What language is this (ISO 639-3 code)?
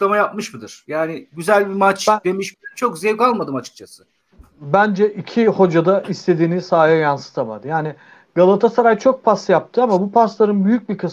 tur